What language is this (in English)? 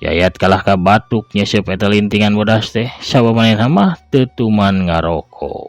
Sundanese